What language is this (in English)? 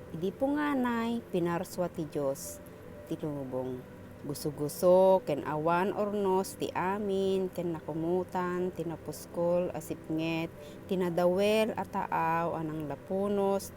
Iloko